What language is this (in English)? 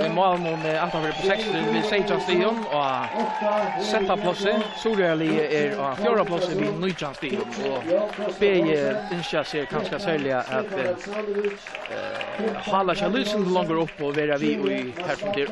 Faroese